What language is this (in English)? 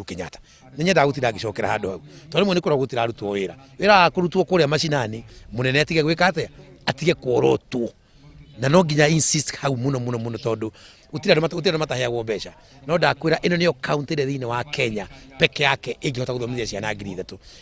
Kikuyu